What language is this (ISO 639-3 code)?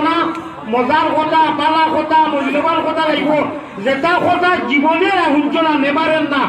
syl